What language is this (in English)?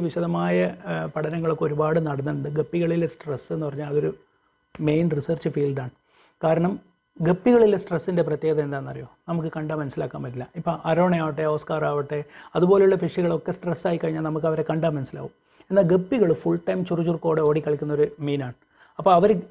Malayalam